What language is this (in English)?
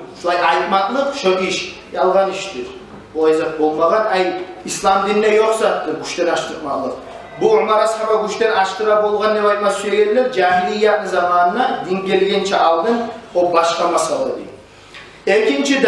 Kumyk